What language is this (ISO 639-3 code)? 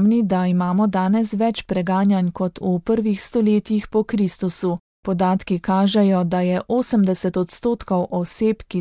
slv